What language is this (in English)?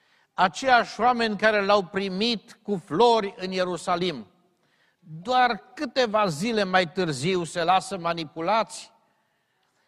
Romanian